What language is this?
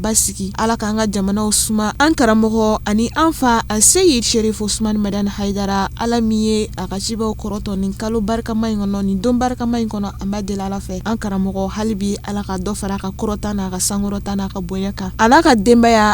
Bambara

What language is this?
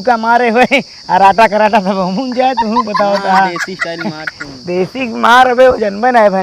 Awadhi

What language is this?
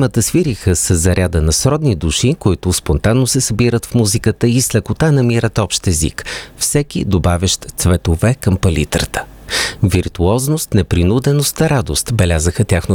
Bulgarian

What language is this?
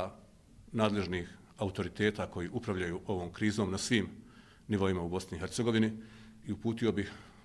Bosnian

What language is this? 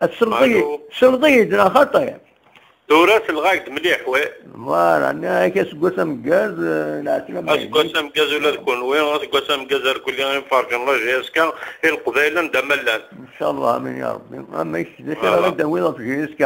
Kabyle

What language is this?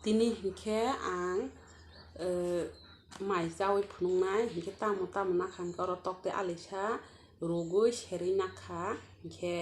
Kok Borok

